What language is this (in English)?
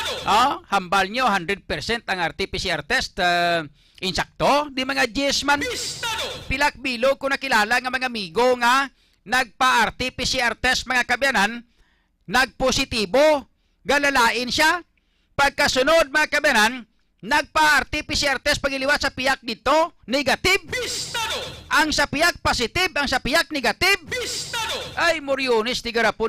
Hiligaynon